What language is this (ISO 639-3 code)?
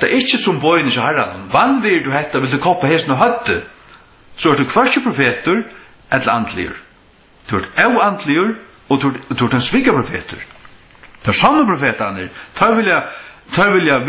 fao